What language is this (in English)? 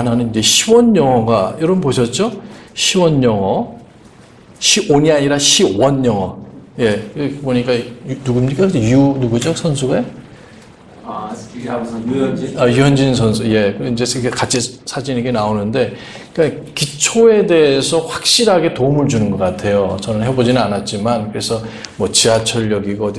Korean